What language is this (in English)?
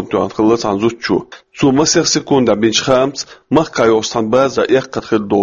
Chechen